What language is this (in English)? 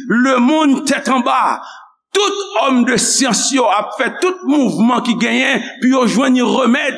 Haitian Creole